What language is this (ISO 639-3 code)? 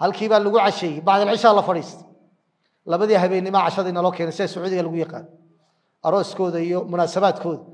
som